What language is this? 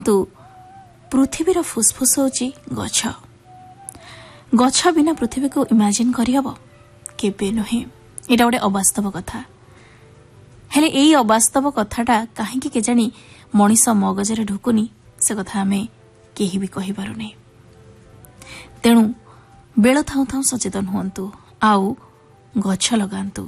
Odia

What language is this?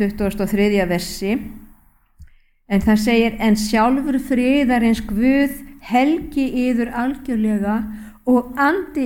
Icelandic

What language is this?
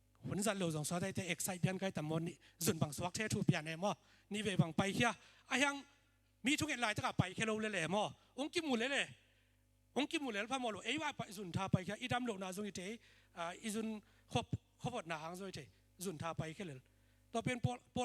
Tedim Chin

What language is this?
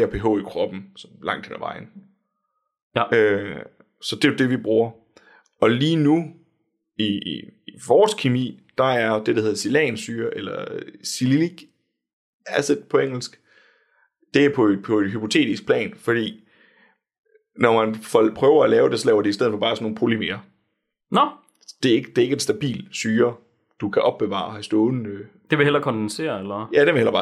Danish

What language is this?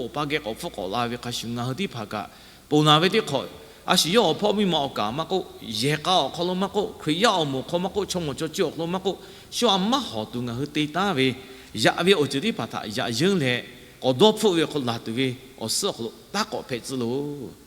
Lahu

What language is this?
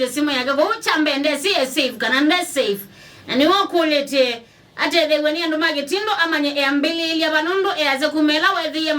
Kamba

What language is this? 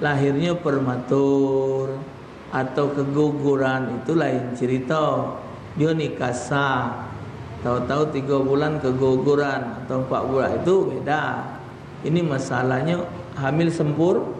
Musi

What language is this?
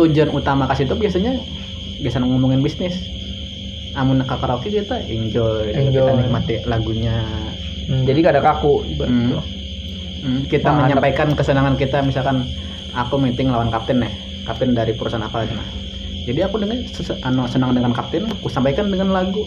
Banjar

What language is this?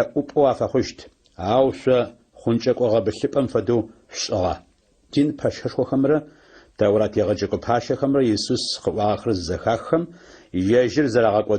Adyghe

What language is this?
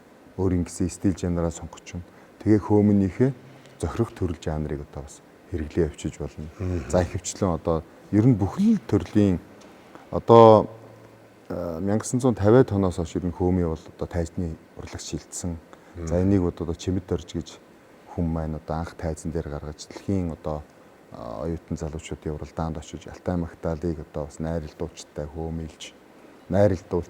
Mongolian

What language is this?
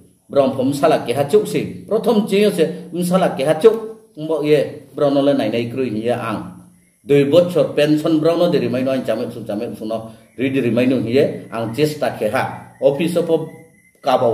Riang (India)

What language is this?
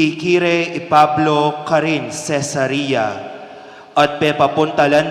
Pampanga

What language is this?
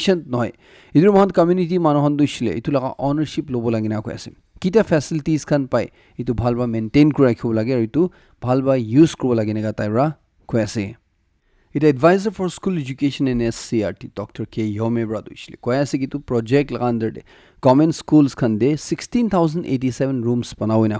Naga Pidgin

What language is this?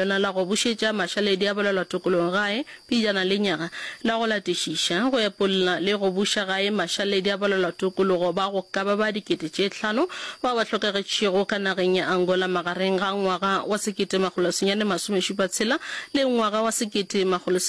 Northern Sotho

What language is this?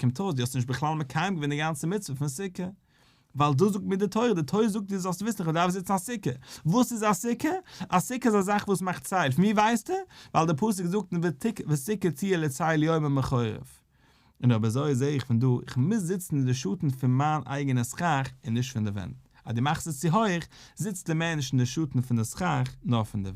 Yiddish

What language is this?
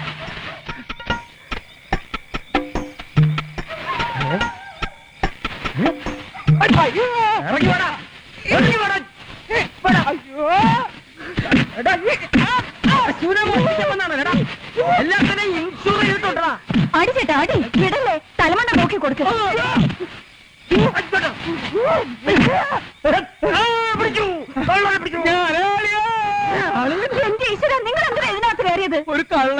Malayalam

